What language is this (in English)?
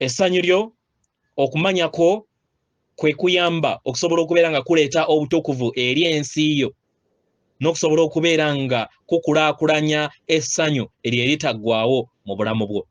Ganda